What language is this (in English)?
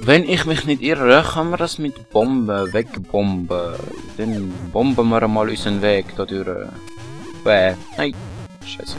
Swiss German